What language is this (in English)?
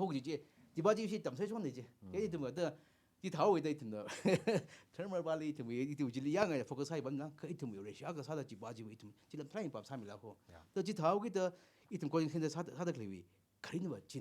Tangkhul Naga (India)